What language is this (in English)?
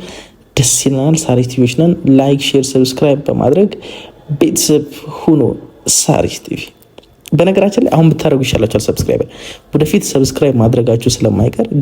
Amharic